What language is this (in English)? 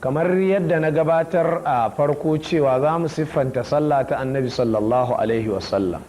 Hausa